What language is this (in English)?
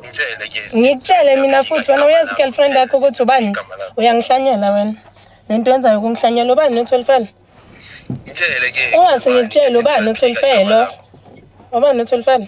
Zulu